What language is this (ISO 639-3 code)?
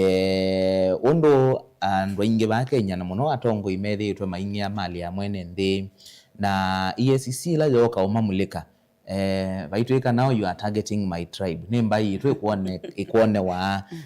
kam